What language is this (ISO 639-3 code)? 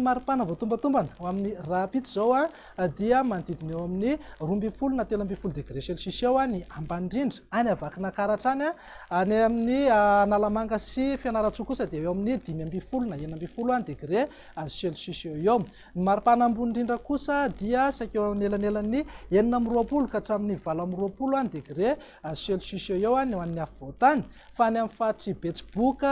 mlg